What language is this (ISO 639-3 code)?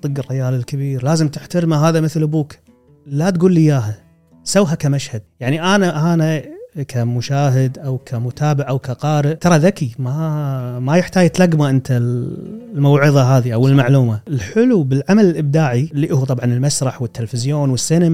afb